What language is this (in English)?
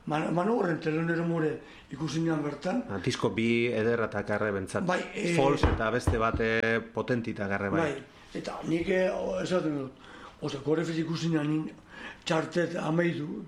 Basque